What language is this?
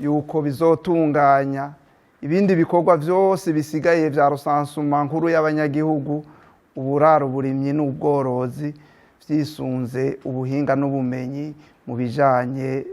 Rundi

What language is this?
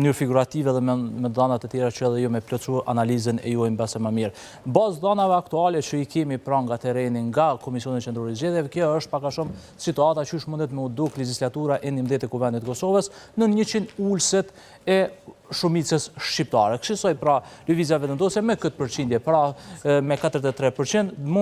Albanian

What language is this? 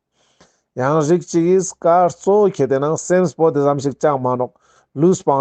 Ladakhi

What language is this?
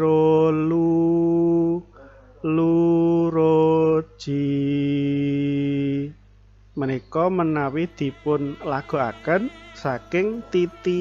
Javanese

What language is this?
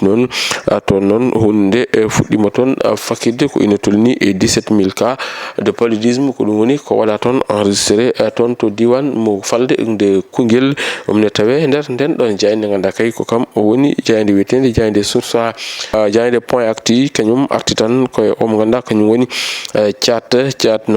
Fula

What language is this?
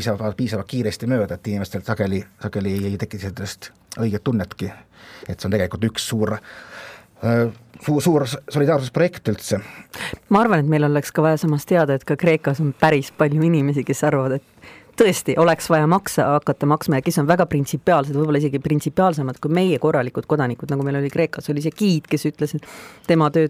Estonian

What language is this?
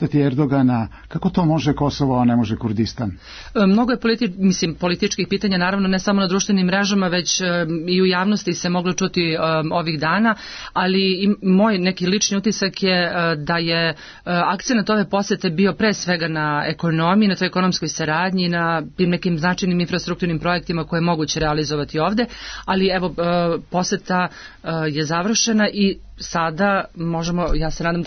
Serbian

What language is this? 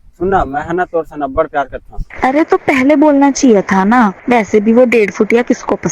Chhattisgarhi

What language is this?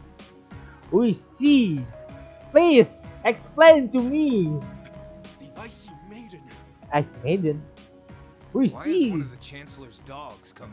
Indonesian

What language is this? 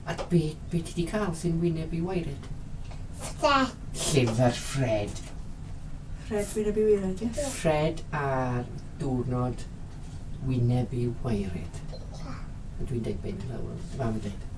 Welsh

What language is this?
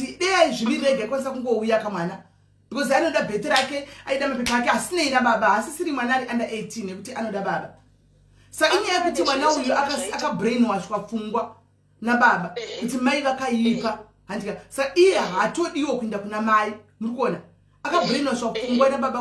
Shona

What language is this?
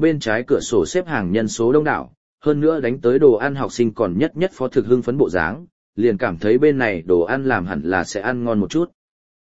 Vietnamese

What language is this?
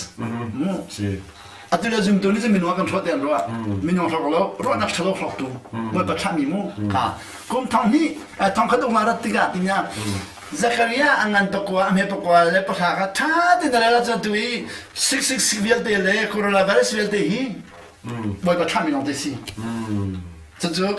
Hakha Chin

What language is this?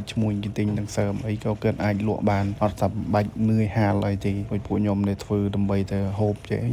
Khmer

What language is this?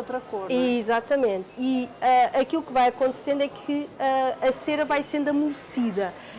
Portuguese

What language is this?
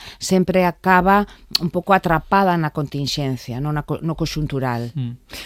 Galician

